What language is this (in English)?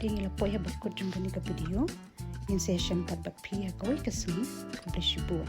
Khasi